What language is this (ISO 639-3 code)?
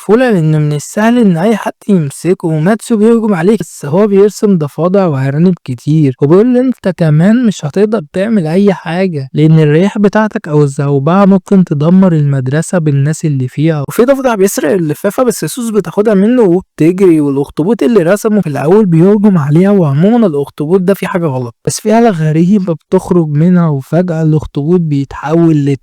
arz